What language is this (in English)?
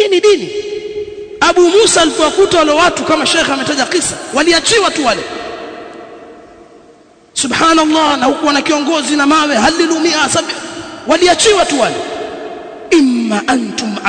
Swahili